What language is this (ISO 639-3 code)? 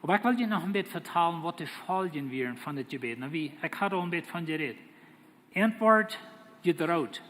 pdt